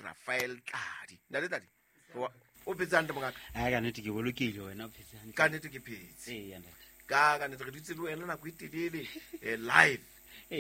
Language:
Southern Sotho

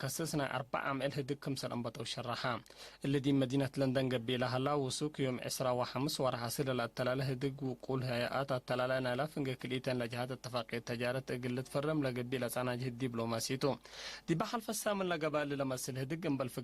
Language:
Tigre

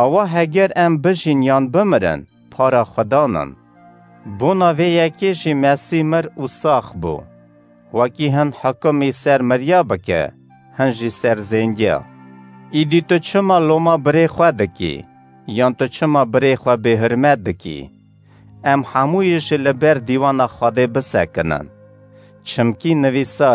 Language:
Kurdish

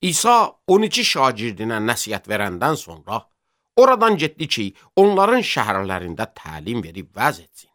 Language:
Azerbaijani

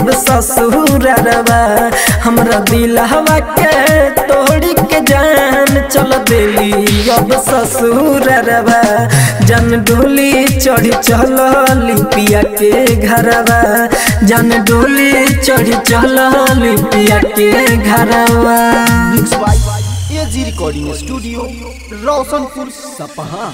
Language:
Bhojpuri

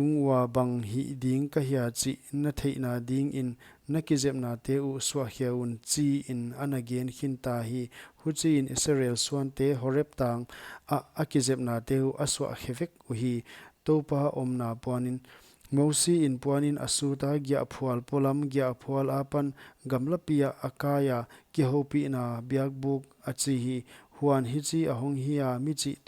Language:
Paite Chin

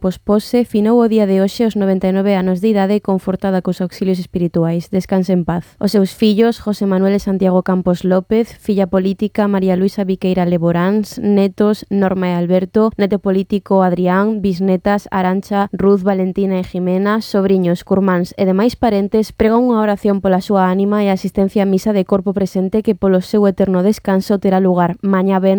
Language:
Galician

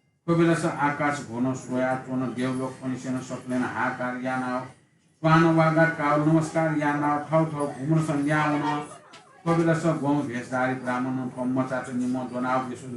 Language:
Newari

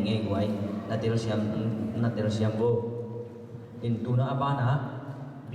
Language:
Tedim Chin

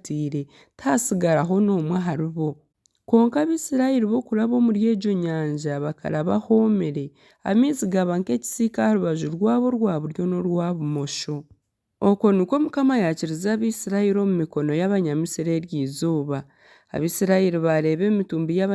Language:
Nyankole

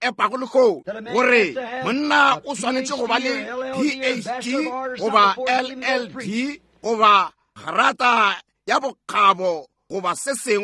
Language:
Northern Sotho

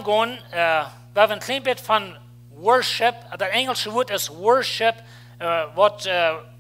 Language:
Plautdietsch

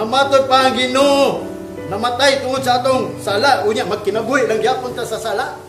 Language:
Cebuano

